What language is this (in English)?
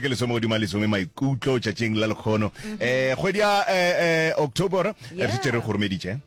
Northern Sotho